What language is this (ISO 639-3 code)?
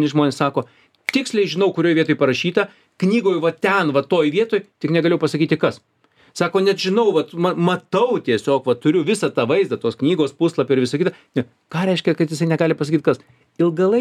lit